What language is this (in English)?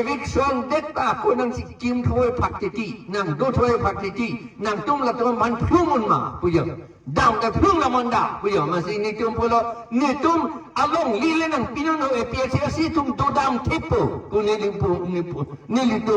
Karbi